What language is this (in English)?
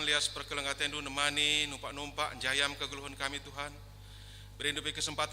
Batak Karo